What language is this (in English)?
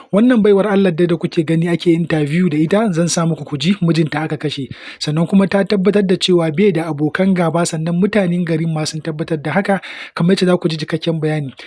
Hausa